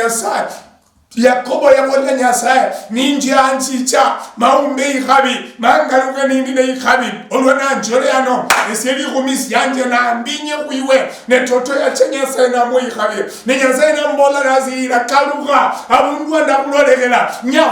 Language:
Luyia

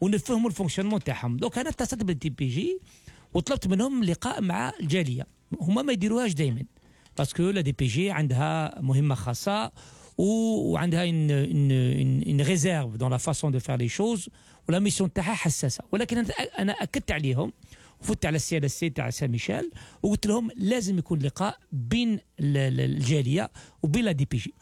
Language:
Algerian Arabic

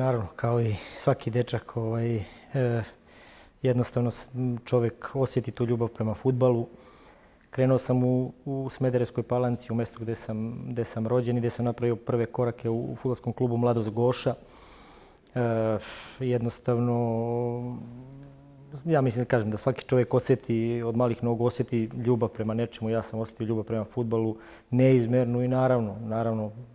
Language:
Serbian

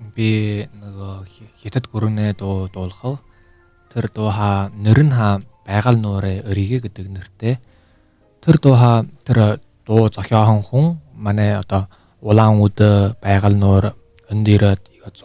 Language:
Buriat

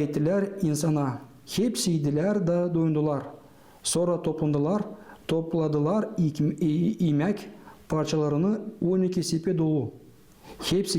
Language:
Gagauz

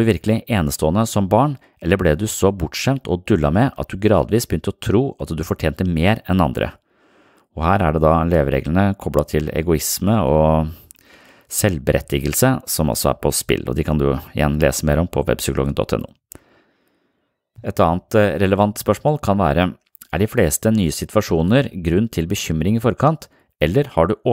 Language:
Norwegian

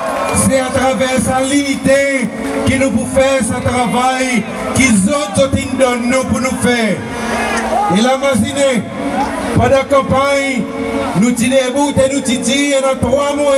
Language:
Seselwa Creole French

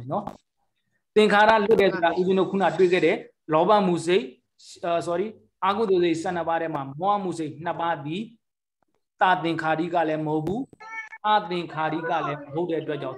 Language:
Burmese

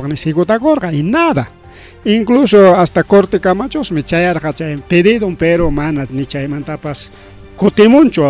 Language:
Ayacucho Quechua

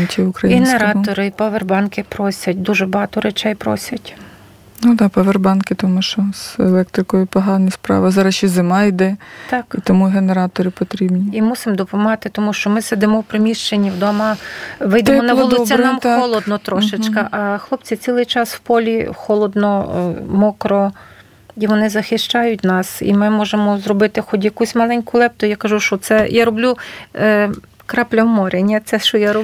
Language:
Ukrainian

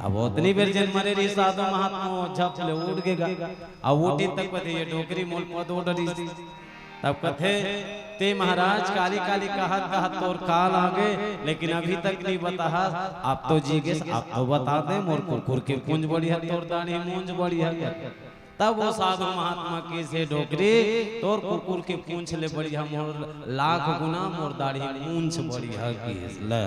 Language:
Chhattisgarhi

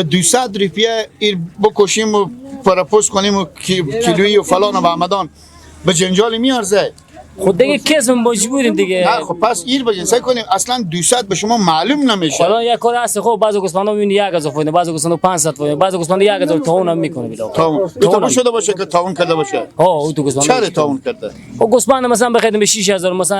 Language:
Persian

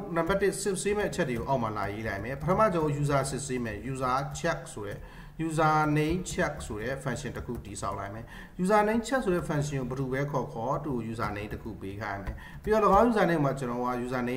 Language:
Burmese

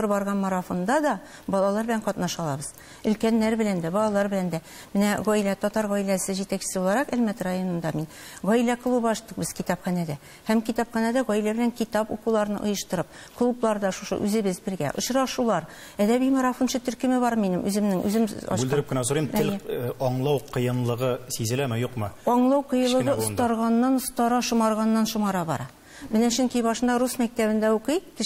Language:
Tatar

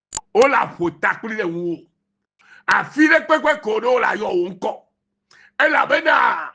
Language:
Ewe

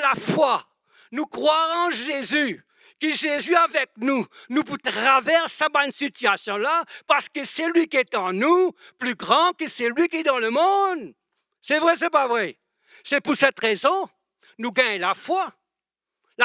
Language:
Morisyen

